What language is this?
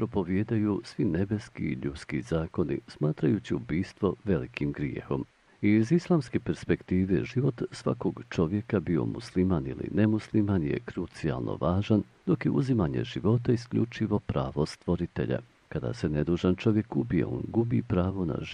Bosnian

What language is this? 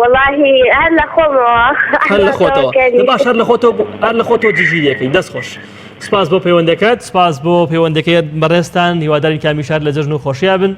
Central Kurdish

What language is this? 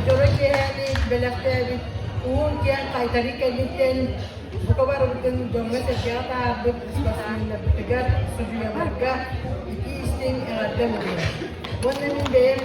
Yakut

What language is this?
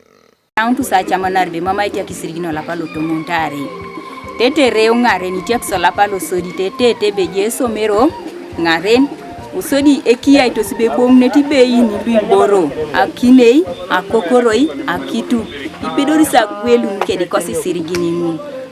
Teso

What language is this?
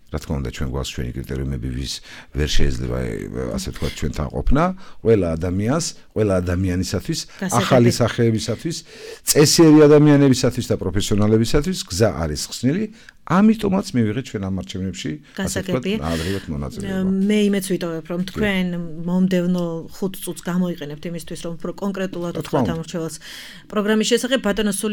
Georgian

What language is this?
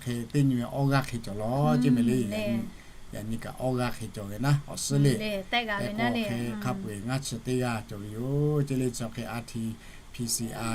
Lahu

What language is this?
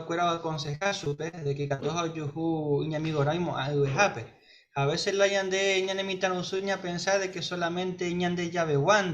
Guarani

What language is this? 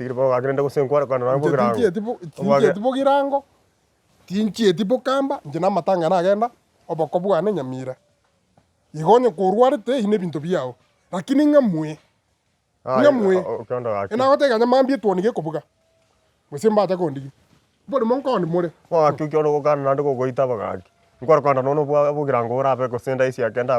Gusii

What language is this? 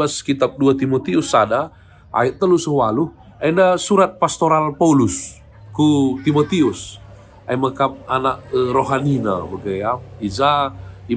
Batak Karo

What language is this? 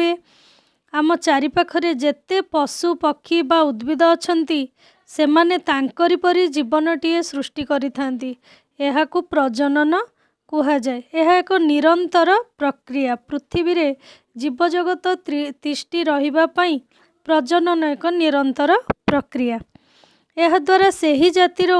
Odia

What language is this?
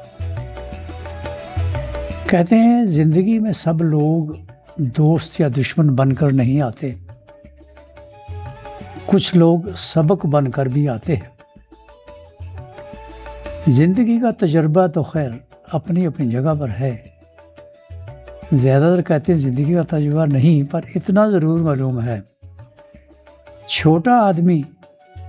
Urdu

